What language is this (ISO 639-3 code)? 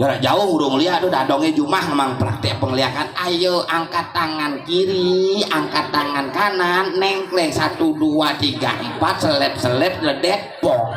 ban